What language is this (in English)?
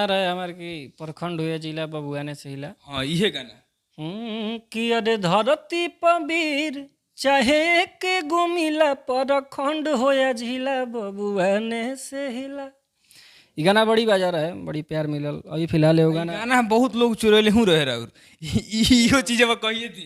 Bhojpuri